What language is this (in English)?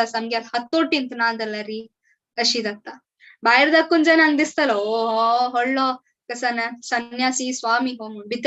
Konkani